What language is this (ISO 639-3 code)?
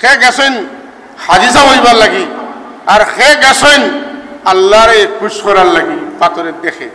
syl